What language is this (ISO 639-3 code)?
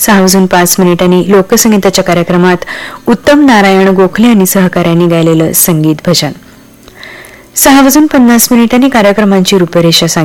mar